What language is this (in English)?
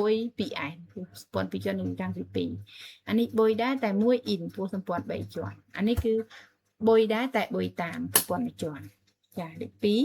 Khmer